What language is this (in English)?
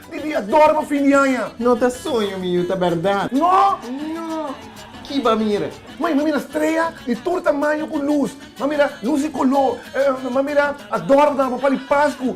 Papiamento